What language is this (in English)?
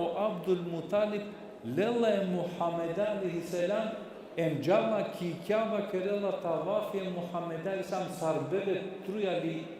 Balkan Romani